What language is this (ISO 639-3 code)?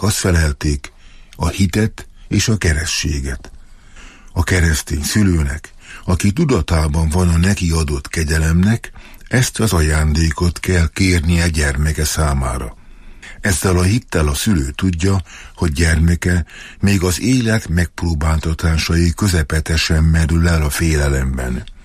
hun